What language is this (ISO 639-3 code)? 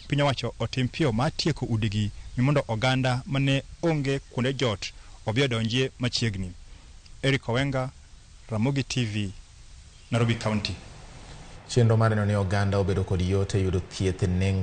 luo